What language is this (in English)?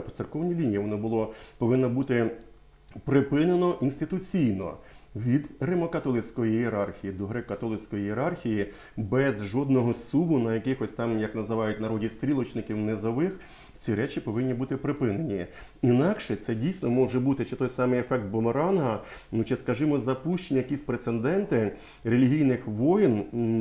Ukrainian